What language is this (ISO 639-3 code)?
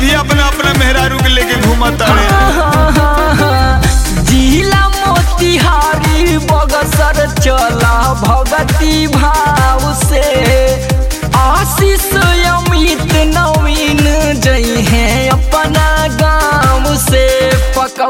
bho